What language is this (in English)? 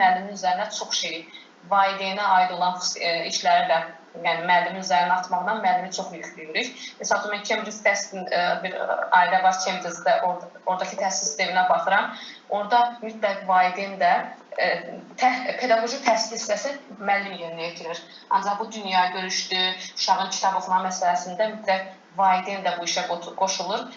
Azerbaijani